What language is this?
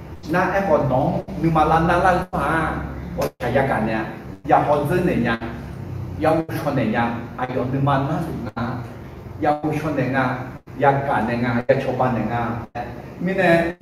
Akha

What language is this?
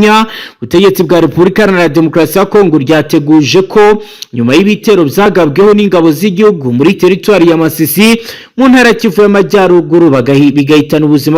Kinyarwanda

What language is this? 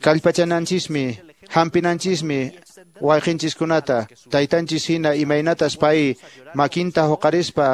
Quechua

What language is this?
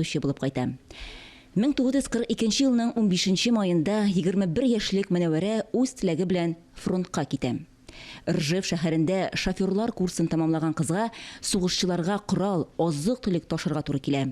Tatar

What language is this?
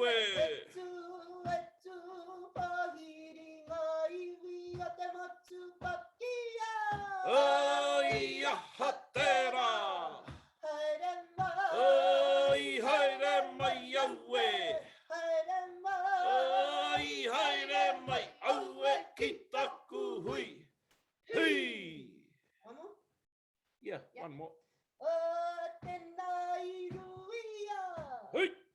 Māori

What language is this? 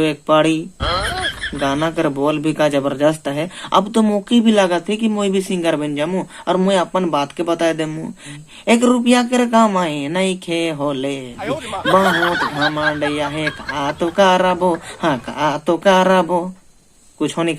Sadri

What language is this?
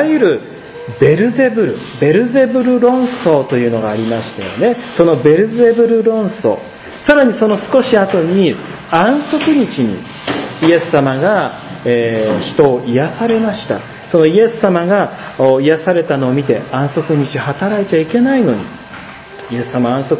Japanese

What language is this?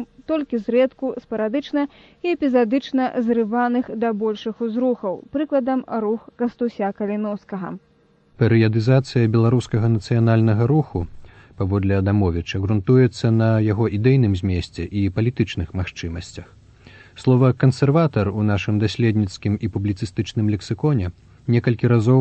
Belarusian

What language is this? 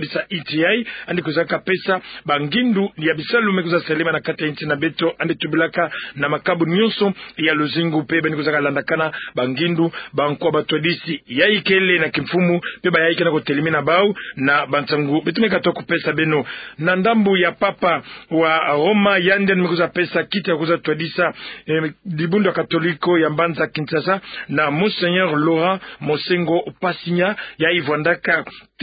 Kituba (Democratic Republic of Congo)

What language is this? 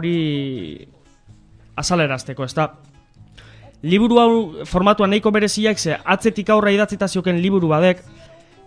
Basque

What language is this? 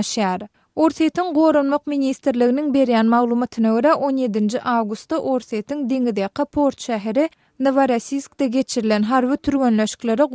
Turkmen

